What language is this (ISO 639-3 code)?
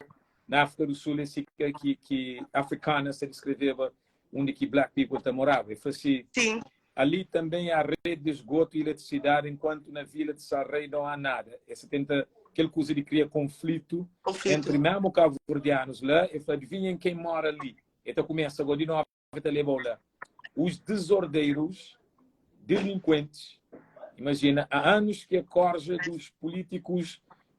kea